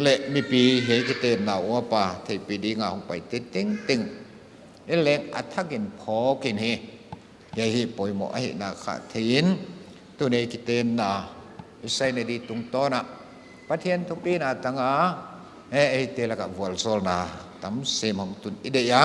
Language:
Paite Chin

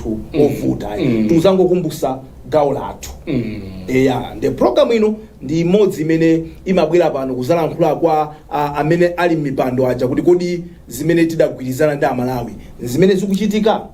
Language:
Nyanja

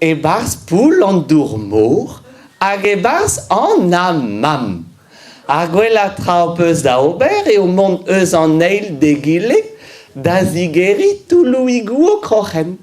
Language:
Breton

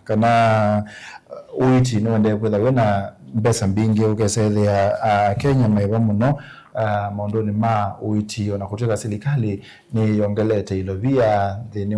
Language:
Kamba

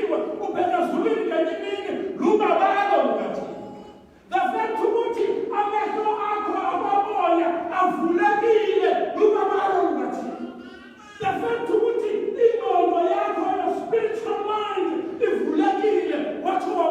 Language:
Xhosa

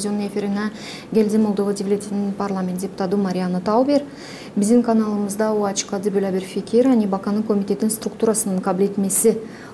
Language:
Gagauz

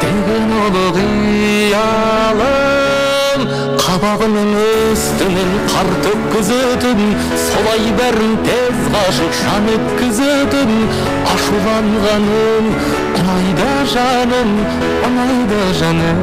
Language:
Kara-Kalpak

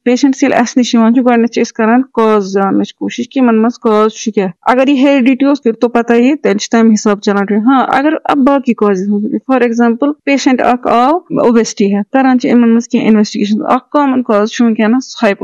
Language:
Kashmiri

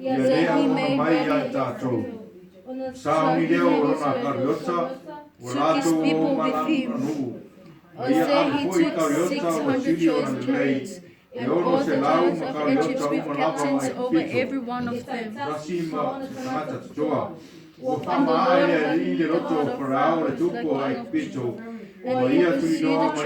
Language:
Samoan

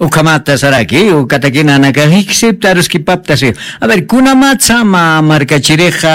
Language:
Aymara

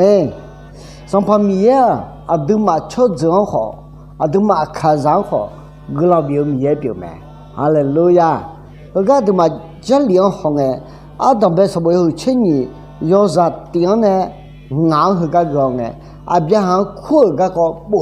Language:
Akha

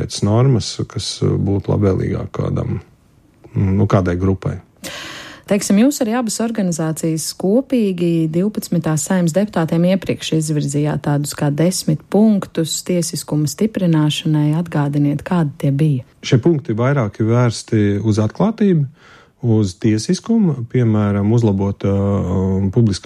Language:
Latvian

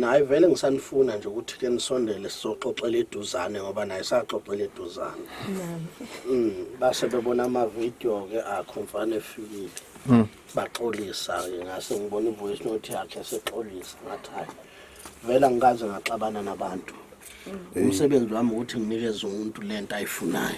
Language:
Zulu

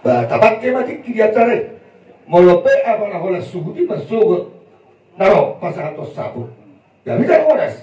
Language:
Batak Toba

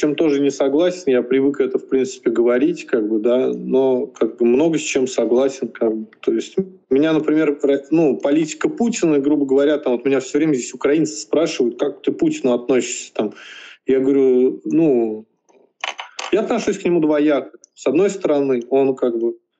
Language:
Russian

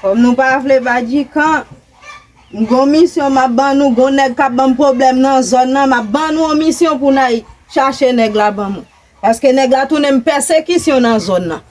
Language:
Haitian Creole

